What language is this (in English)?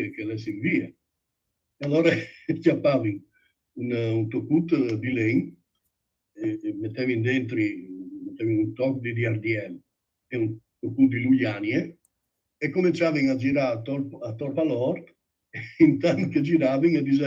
Friulian